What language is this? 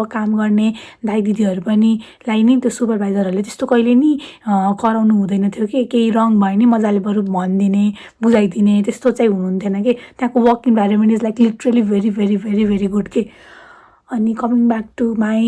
Nepali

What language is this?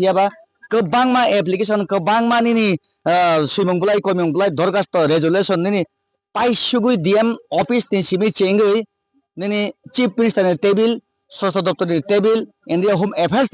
Kok Borok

